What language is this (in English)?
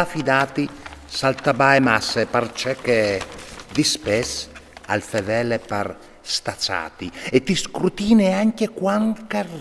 Friulian